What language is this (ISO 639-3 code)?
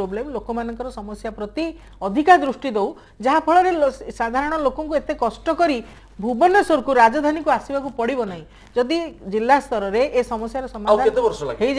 ori